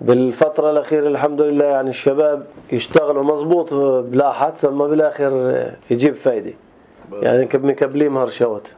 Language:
North Levantine Arabic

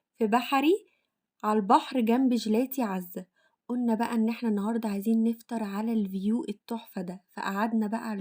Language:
Egyptian Arabic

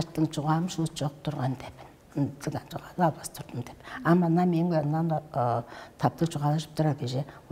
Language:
Tuvinian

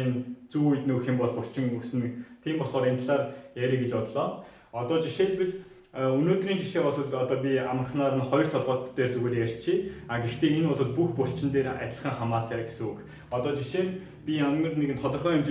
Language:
Mongolian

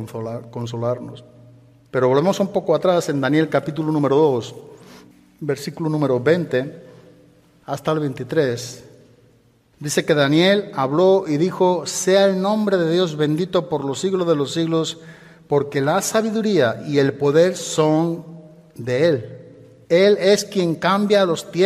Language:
Spanish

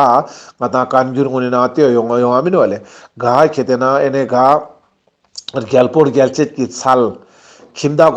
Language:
Ladakhi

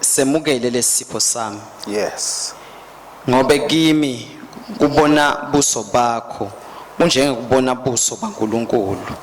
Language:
Swati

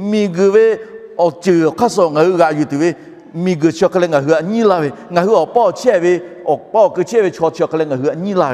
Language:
Lahu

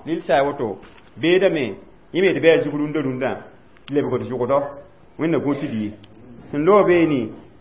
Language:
Mossi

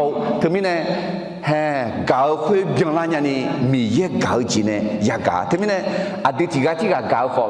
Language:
Akha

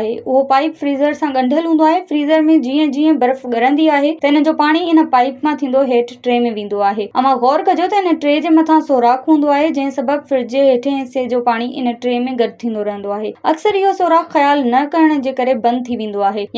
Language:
Sindhi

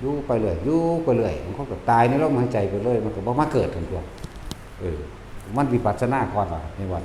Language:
Northeastern Thai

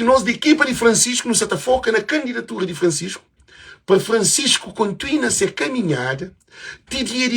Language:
Kabuverdianu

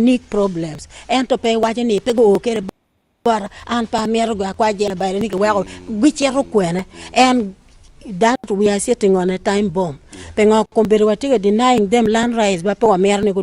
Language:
Acoli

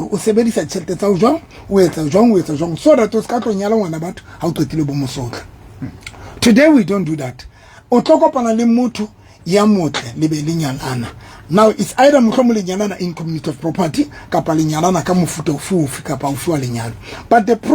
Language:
Southern Sotho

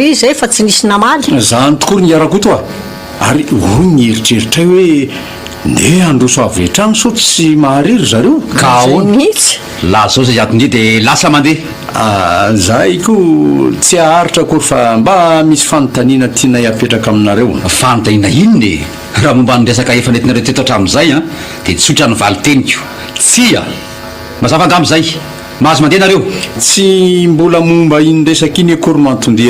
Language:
Malagasy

